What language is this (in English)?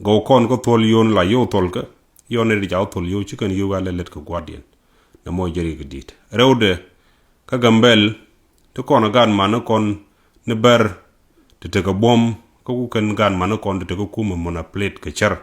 Nuer